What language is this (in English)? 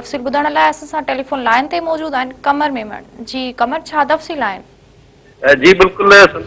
Sindhi